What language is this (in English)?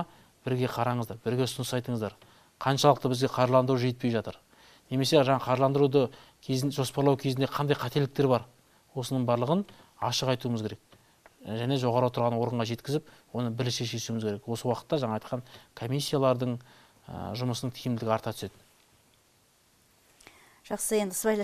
Kazakh